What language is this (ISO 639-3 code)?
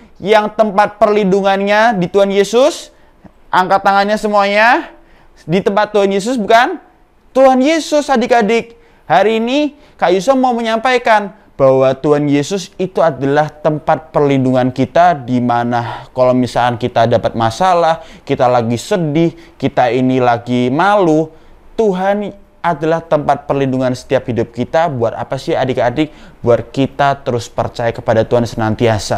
ind